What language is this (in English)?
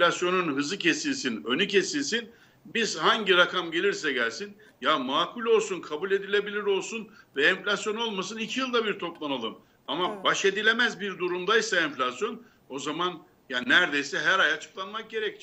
Turkish